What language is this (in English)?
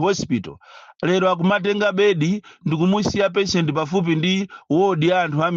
Nyanja